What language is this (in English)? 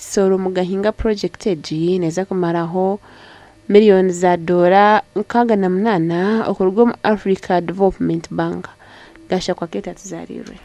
Nyankole